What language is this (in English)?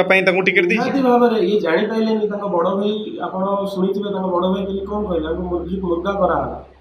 Odia